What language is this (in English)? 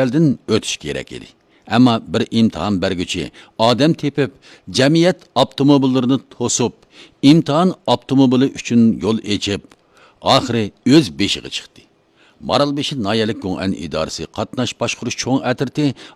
Uyghur